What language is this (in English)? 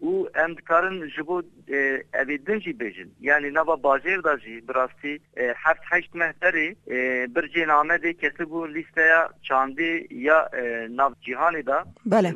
Kurdish